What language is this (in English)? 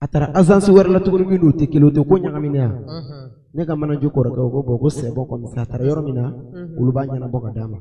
Bambara